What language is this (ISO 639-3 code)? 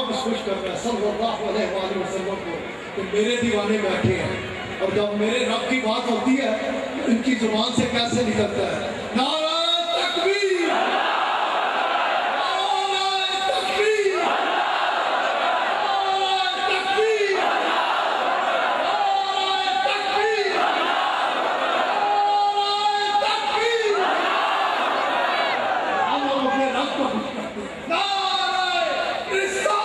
urd